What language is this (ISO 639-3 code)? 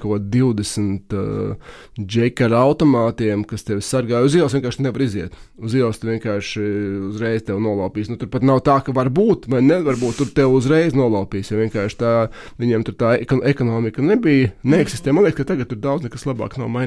lav